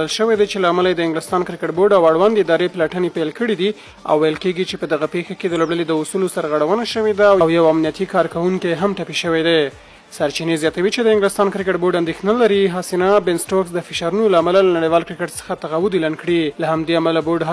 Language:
Pashto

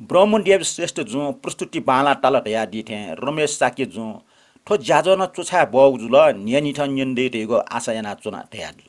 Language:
Newari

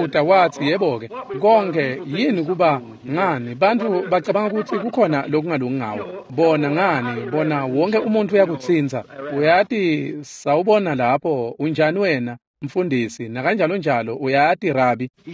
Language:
Swati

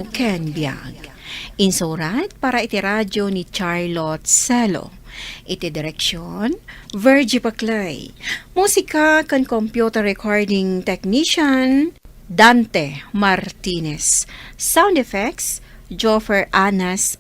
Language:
Iloko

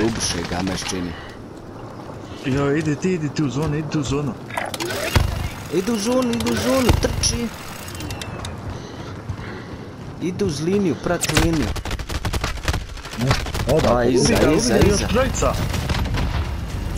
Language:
Croatian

